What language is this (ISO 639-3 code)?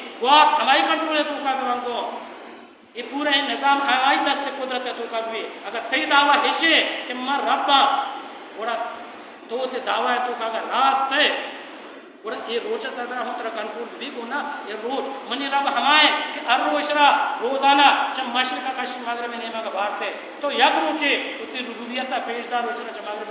bal